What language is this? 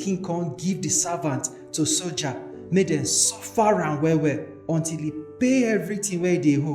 Nigerian Pidgin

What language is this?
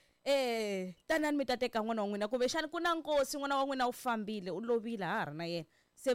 Tsonga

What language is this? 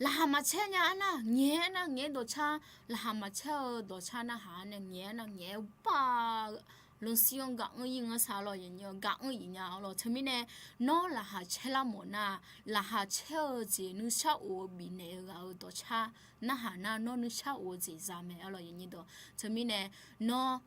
Akha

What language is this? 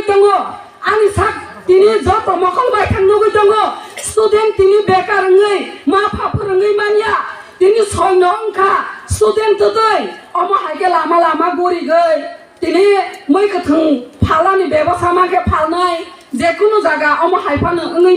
Kok Borok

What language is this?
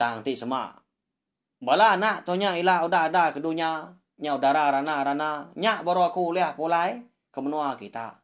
Iban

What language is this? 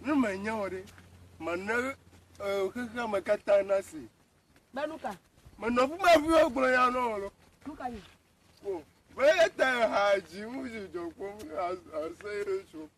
Ewe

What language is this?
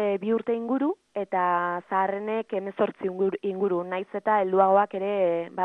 Basque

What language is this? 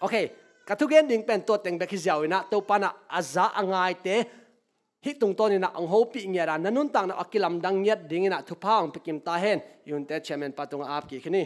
Tedim Chin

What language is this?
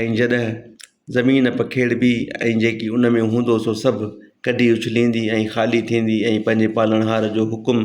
Sindhi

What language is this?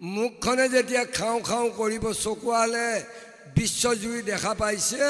Assamese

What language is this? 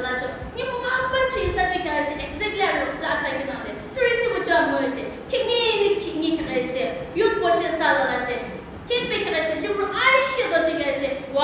Yimchungru Naga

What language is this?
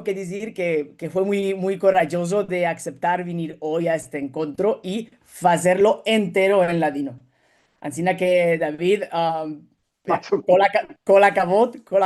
Ladino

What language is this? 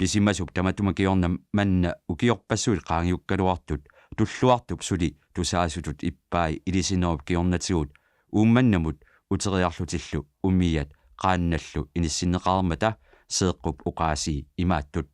Kalaallisut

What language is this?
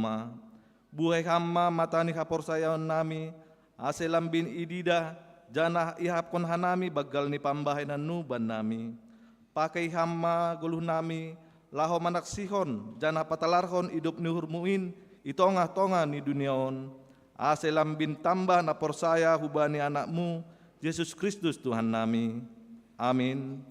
Batak Simalungun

